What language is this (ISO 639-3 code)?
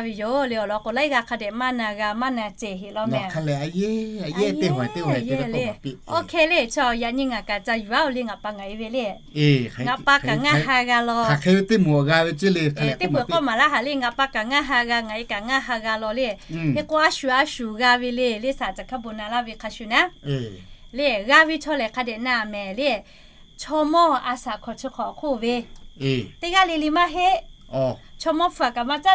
lhu